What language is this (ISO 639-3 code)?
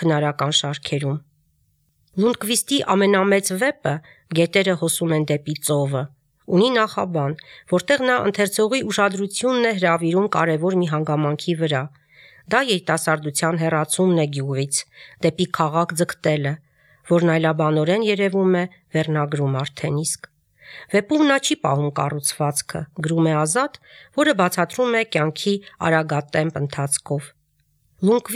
hye